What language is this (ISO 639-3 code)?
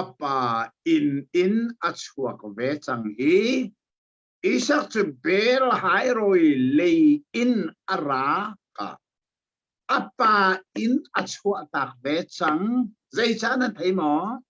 cnh